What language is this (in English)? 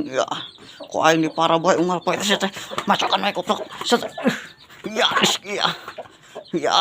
Sundanese